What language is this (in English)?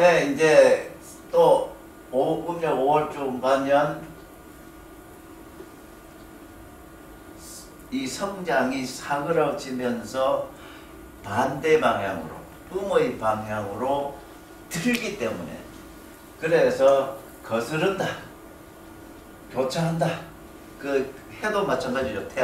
Korean